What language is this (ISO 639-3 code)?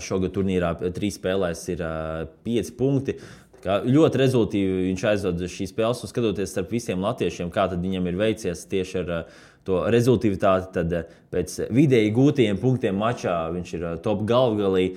lav